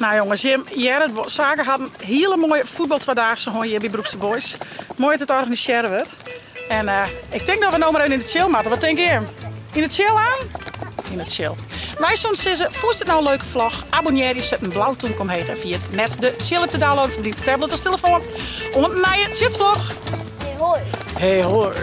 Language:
Western Frisian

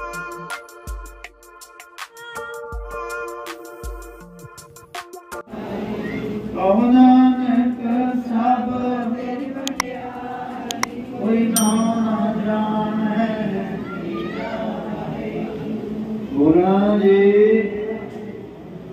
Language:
Punjabi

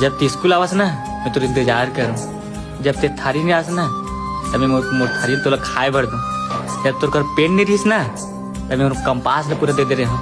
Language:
Chhattisgarhi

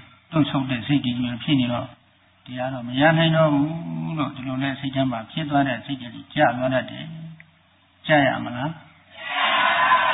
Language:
Burmese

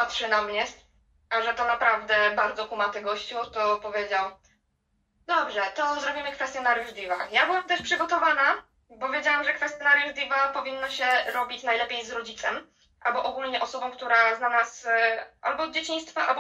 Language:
Polish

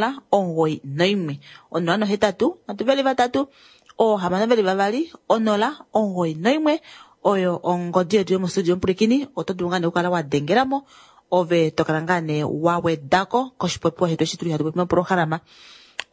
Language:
Kuanyama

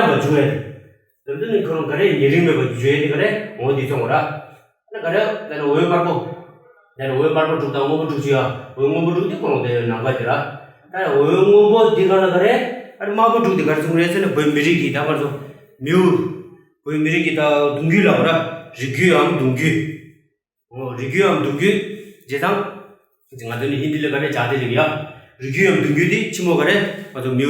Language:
Tibetan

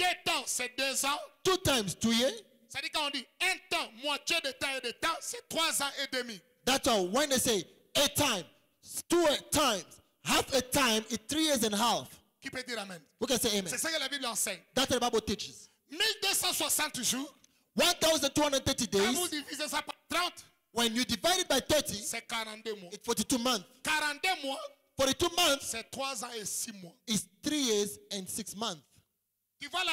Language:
French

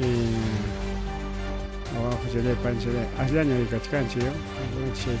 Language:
Ayacucho Quechua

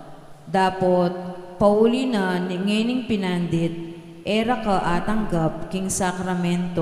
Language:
Pampanga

